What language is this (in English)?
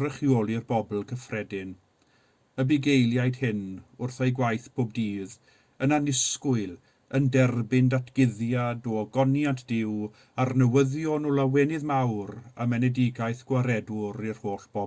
Welsh